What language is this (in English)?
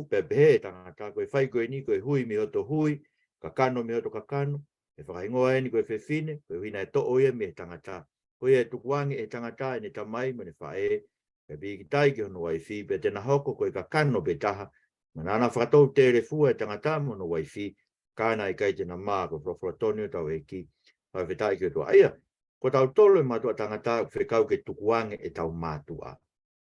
Tongan